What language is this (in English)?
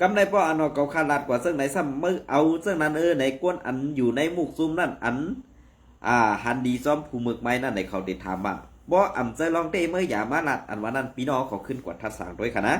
Shan